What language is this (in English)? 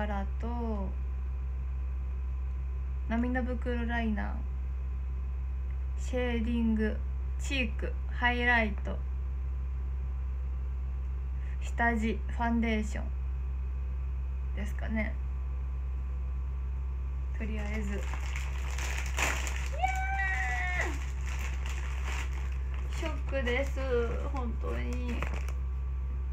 Japanese